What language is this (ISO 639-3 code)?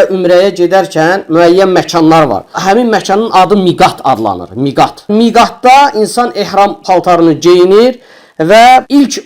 aze